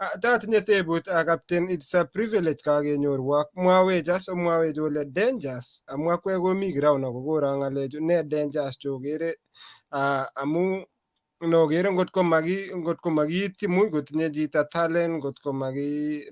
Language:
Kalenjin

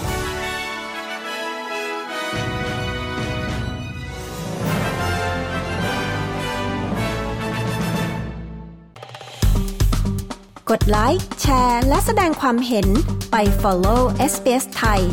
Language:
Thai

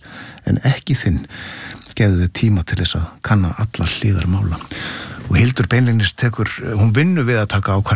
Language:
Icelandic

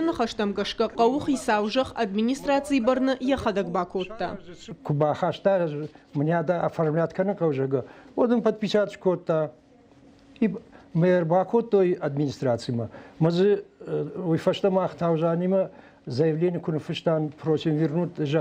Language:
Ossetic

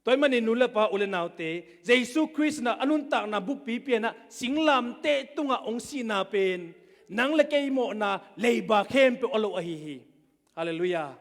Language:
Tedim Chin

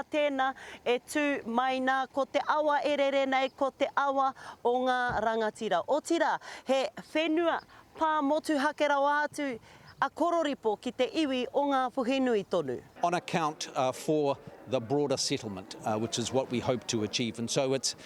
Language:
Māori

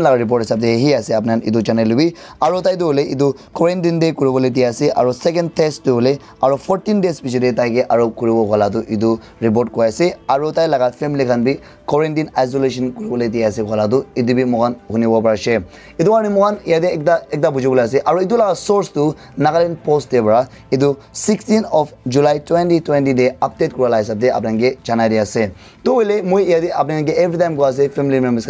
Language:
Naga Pidgin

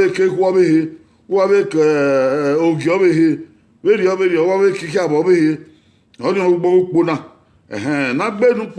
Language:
Bini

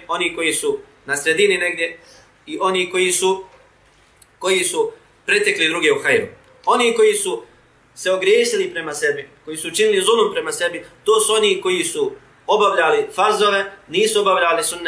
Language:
Bosnian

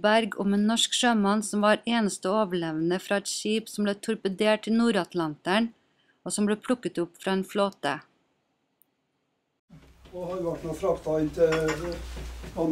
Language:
Norwegian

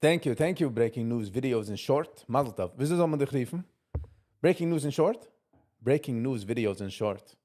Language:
Yiddish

